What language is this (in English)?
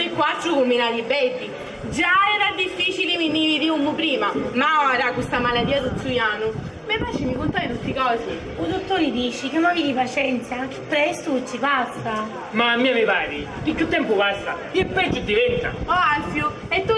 Sicilian